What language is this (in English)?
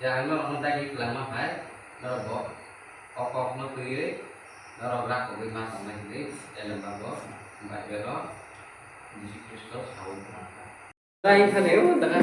Kok Borok